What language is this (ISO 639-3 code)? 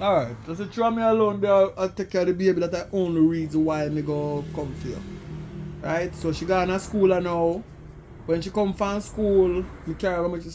jam